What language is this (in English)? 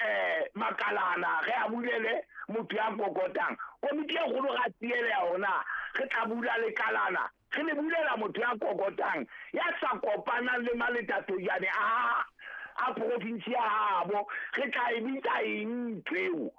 Southern Sotho